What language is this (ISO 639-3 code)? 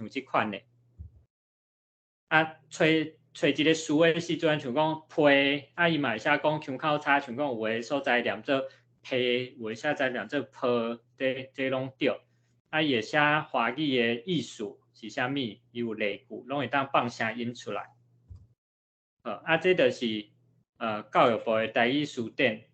nan